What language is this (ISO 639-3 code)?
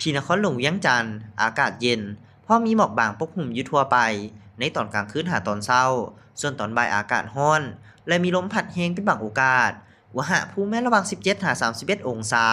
lao